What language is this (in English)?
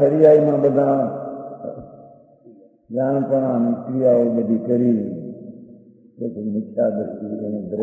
Gujarati